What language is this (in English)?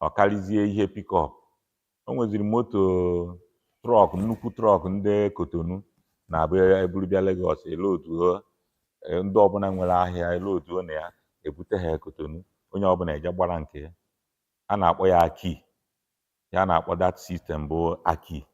Igbo